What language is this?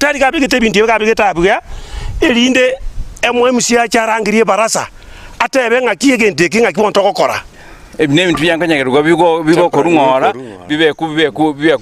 Gusii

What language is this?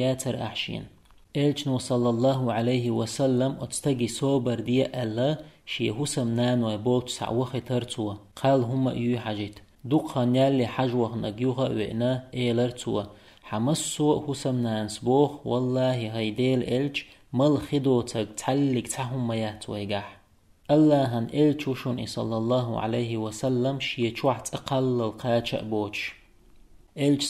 Chechen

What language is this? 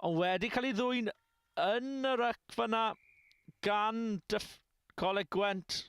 Welsh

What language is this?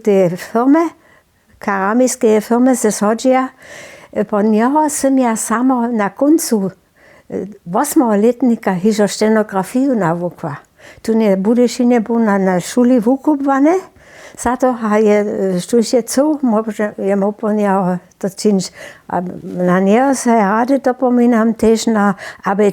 Upper Sorbian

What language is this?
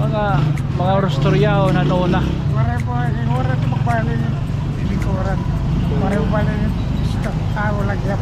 Waray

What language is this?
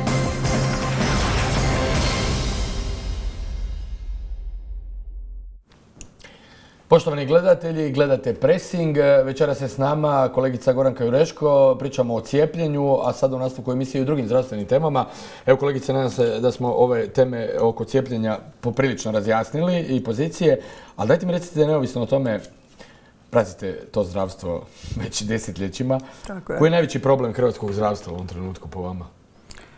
Croatian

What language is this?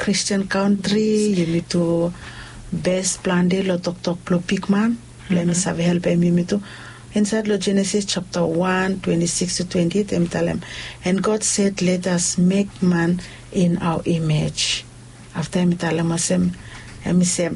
Bislama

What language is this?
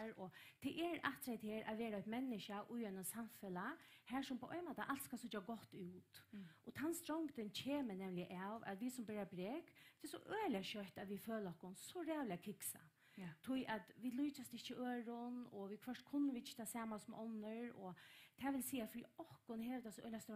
Faroese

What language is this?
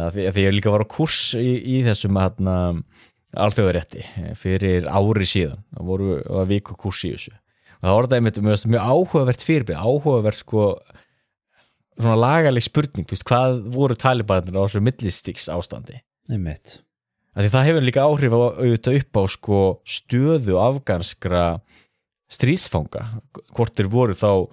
Icelandic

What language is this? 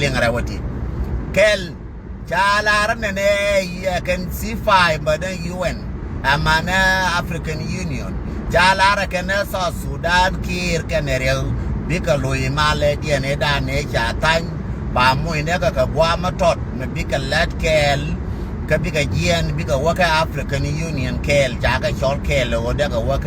Nuer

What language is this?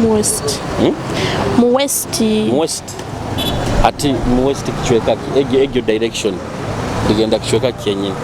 Tooro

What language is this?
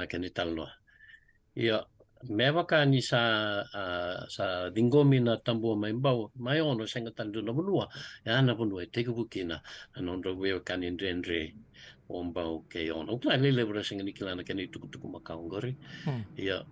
Fijian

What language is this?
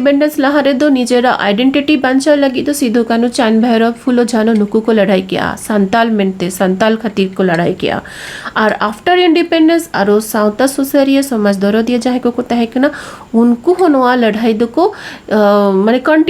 Santali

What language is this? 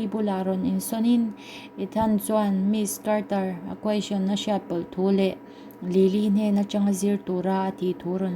Mizo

